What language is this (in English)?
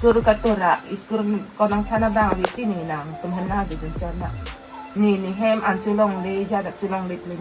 Karbi